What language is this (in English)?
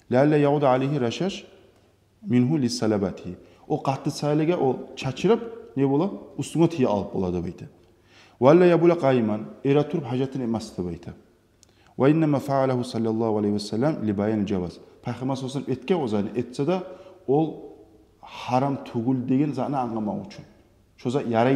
Kumyk